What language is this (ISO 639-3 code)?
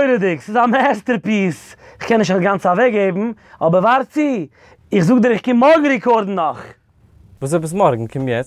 yid